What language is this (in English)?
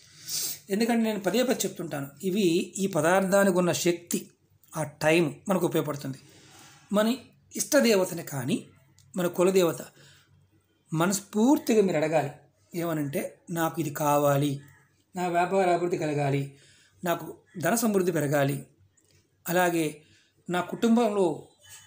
Telugu